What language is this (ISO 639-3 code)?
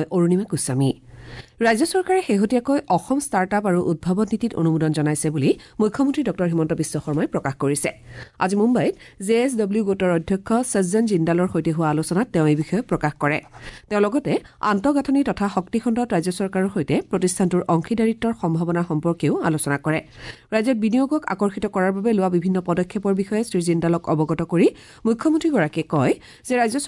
asm